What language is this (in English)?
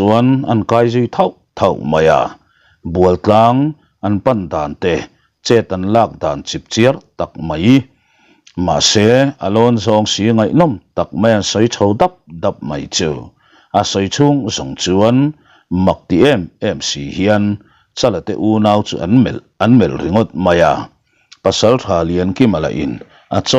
Mizo